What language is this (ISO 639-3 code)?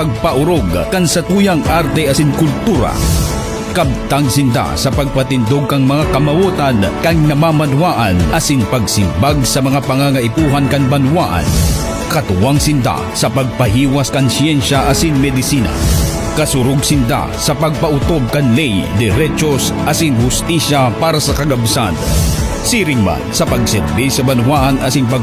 bik